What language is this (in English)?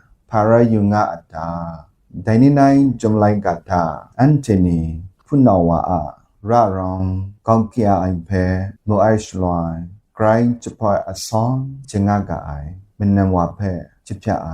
Kachin